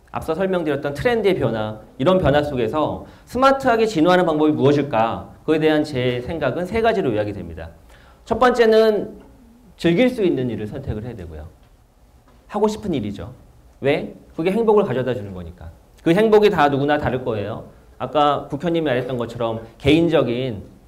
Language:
Korean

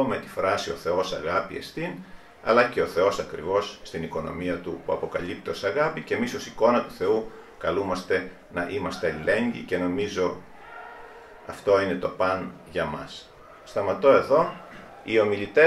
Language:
Greek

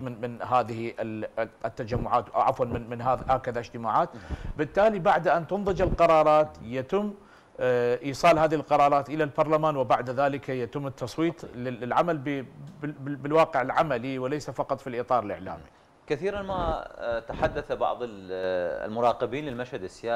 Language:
Arabic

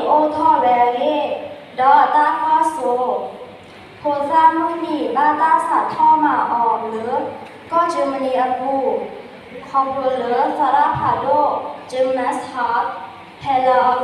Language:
S'gaw Karen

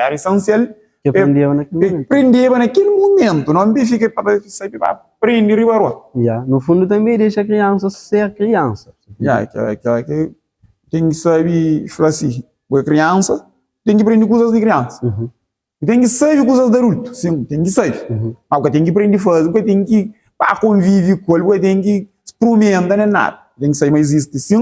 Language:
Kabuverdianu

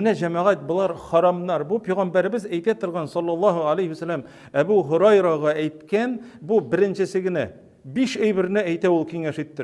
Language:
Tatar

